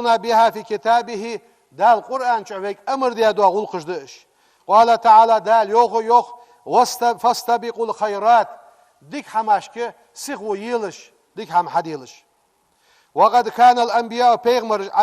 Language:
Ingush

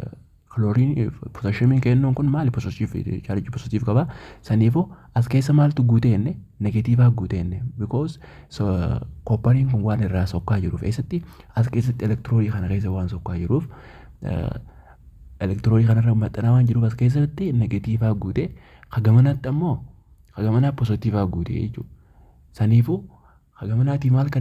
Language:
Oromo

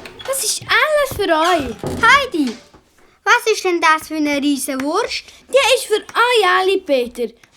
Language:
Swiss German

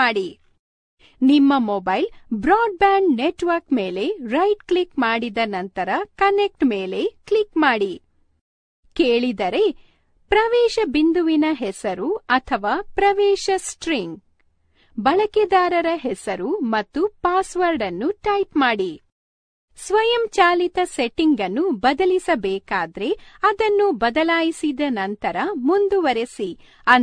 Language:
Kannada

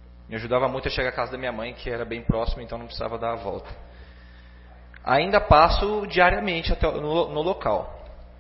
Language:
Portuguese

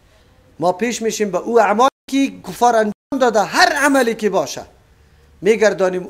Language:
Persian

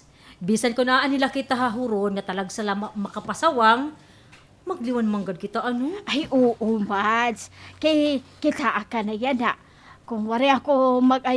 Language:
Waray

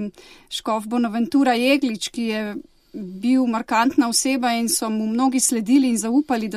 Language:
Slovenian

